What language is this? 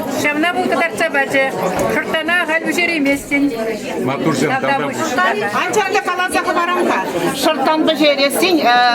Chuvash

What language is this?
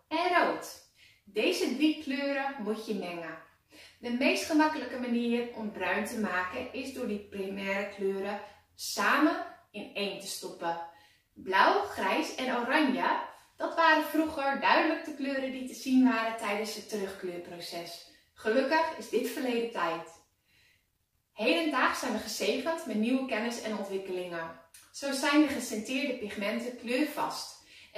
Dutch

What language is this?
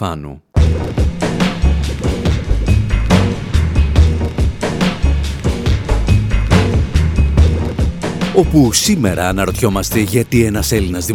Greek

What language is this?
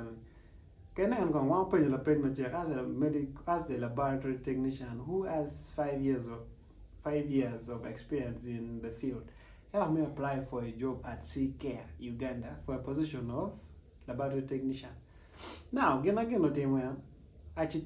Acoli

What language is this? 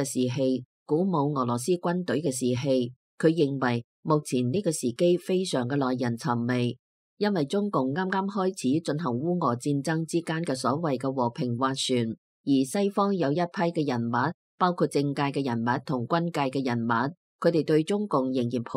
Cantonese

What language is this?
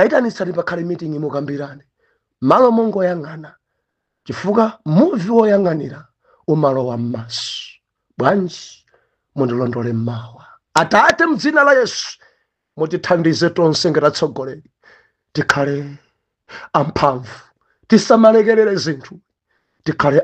Nyanja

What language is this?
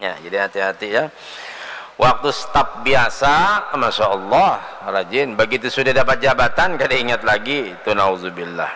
Banjar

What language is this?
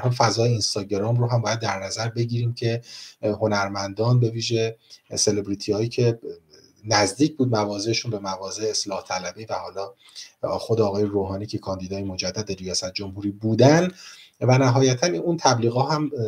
Persian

